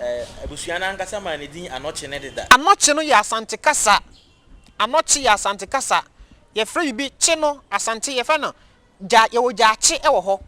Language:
Akan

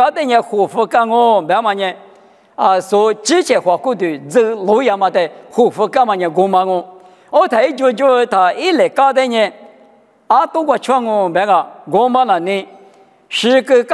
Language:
Lisu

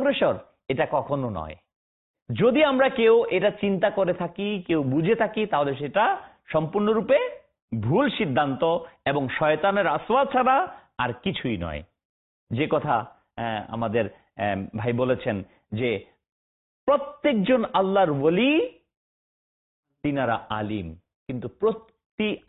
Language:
Bangla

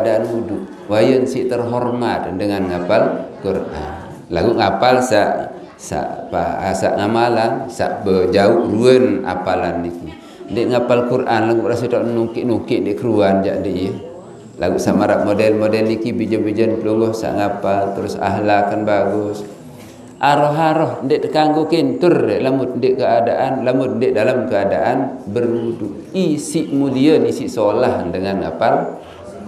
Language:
Sasak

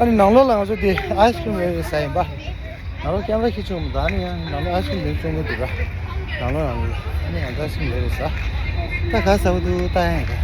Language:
Tibetan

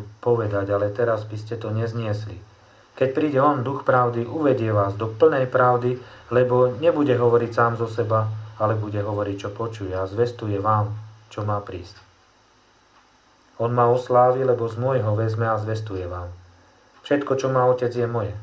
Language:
Slovak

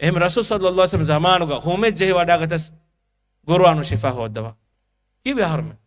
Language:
Divehi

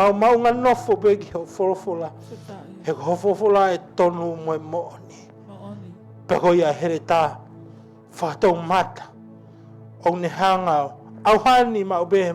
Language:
Tongan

